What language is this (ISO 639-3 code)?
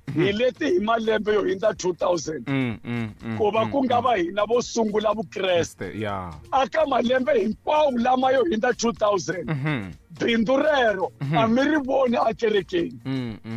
tso